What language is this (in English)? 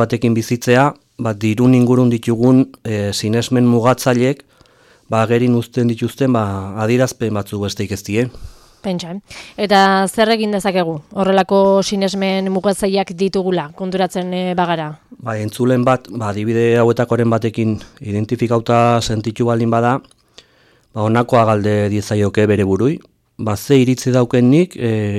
Basque